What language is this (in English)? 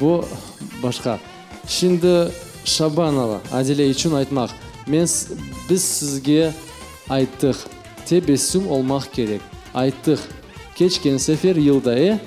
Crimean Tatar